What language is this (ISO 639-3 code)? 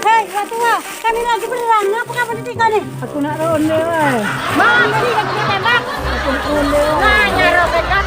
mui